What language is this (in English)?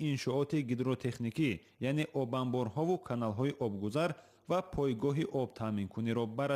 Tajik